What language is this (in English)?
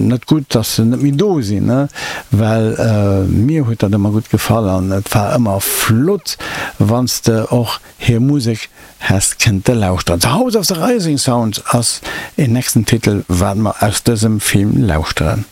Luxembourgish